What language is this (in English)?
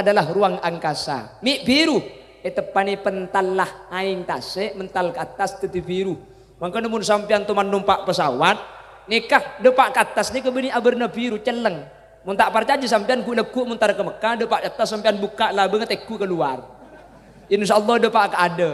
Madurese